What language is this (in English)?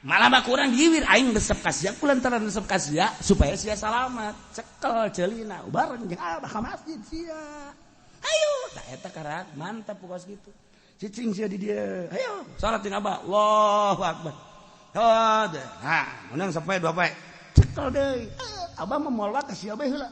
Sundanese